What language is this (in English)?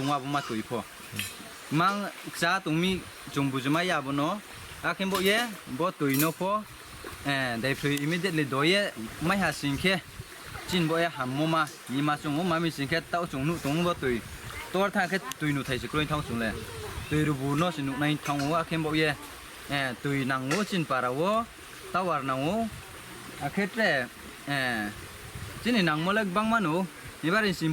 Riang (India)